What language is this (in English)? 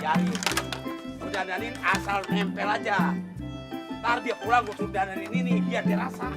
Betawi